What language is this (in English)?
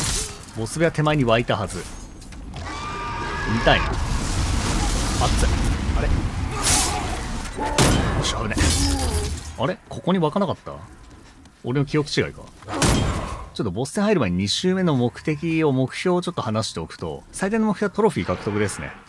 Japanese